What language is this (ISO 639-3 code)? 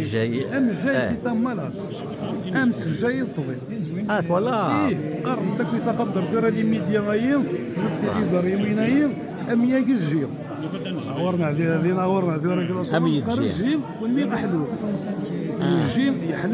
kab